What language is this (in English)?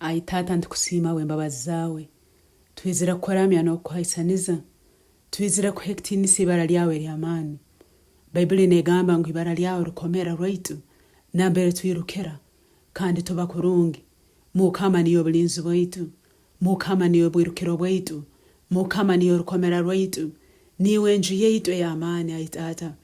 Nyankole